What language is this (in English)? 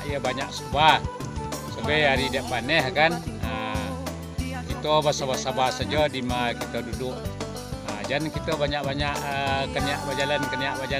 Minangkabau